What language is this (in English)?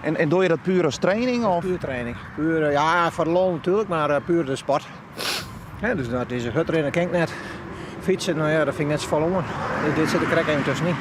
Western Frisian